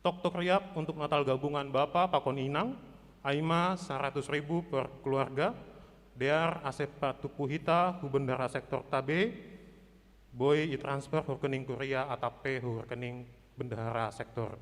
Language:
Batak Simalungun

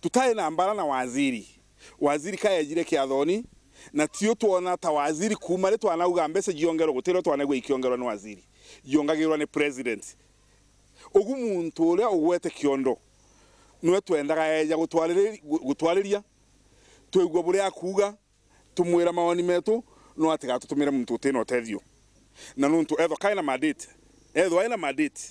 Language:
Meru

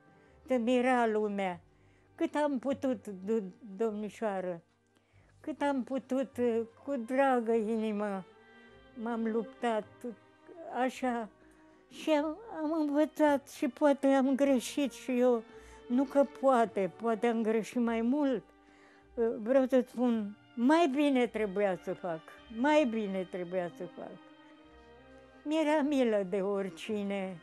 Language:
Romanian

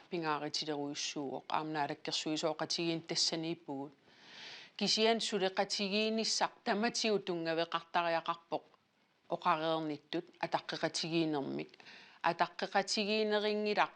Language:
Kalaallisut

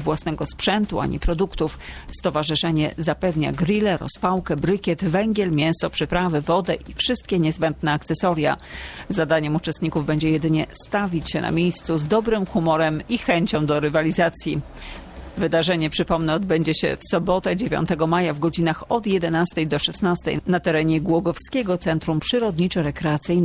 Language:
Polish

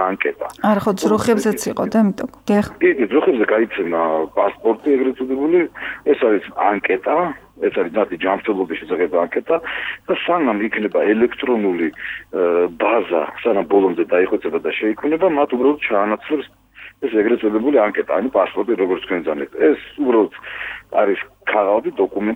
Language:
Georgian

